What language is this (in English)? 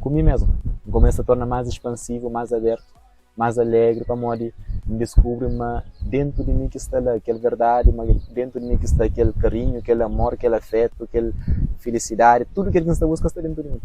Kabuverdianu